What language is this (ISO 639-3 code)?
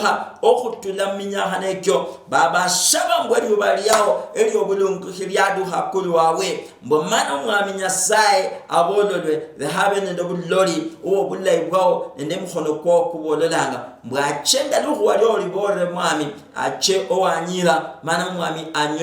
luy